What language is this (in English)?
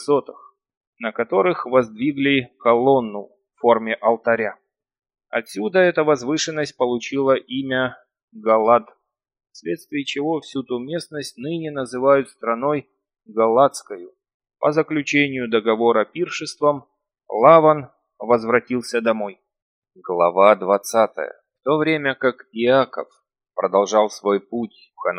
Russian